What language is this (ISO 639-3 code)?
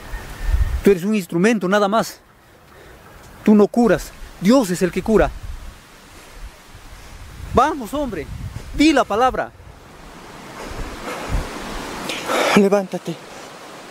spa